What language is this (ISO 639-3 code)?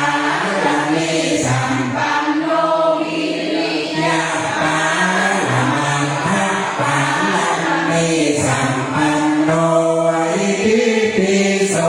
pli